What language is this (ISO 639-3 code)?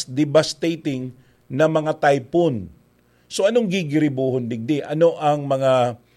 bik